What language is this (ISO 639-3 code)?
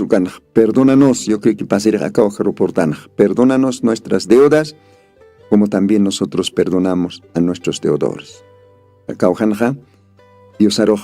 aym